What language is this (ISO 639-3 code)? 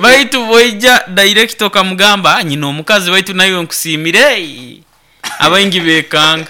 nyn